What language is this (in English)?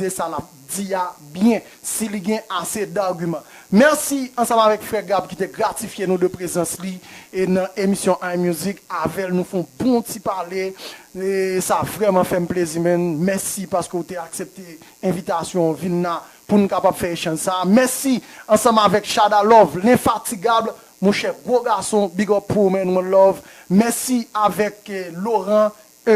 Haitian Creole